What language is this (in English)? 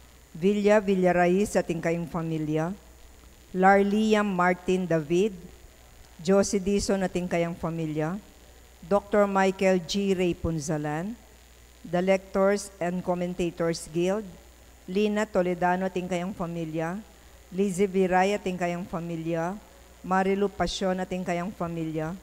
Pampanga